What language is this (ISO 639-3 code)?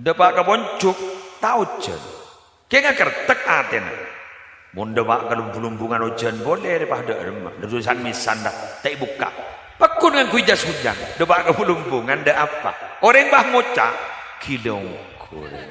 mad